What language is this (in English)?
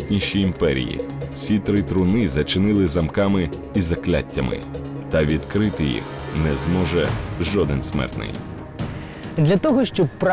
Ukrainian